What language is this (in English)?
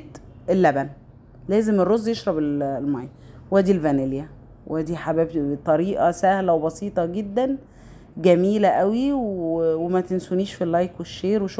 Egyptian Arabic